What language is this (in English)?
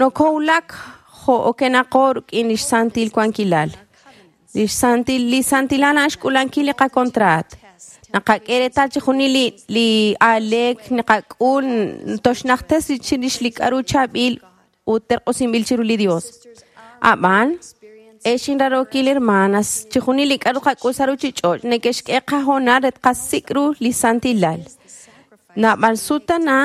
Kekchí